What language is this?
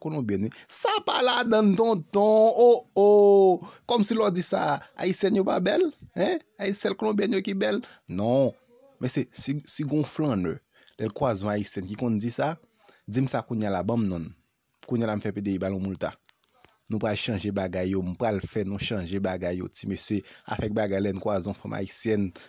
Haitian Creole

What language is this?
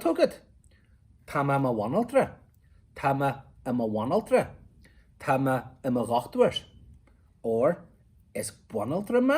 Irish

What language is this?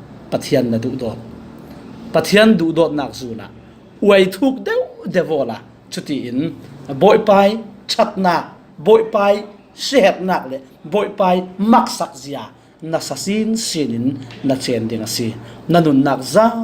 Falam Chin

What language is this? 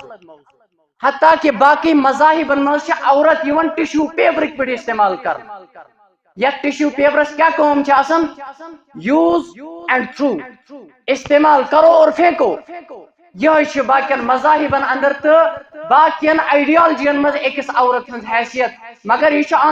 Kashmiri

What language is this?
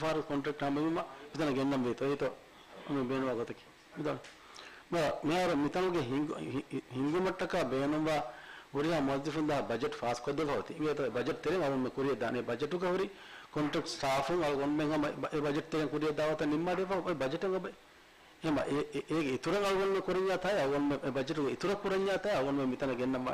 Divehi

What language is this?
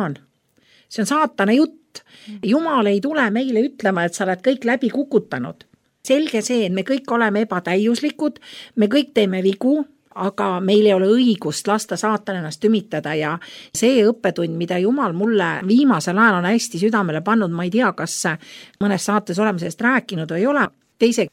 Estonian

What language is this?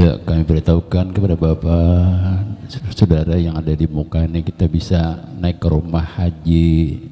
Banjar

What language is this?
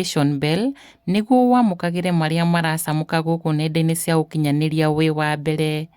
Kikuyu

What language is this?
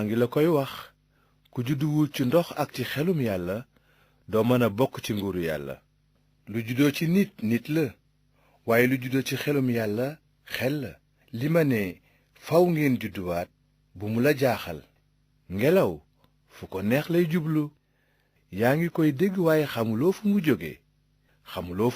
Wolof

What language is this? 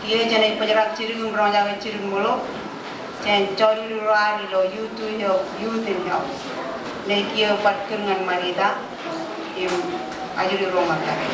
Marshallese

